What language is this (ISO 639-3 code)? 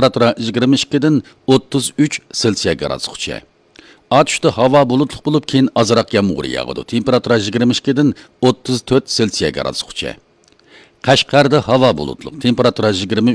uig